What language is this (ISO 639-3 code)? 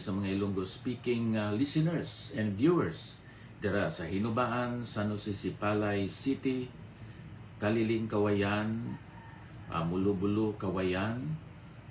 hil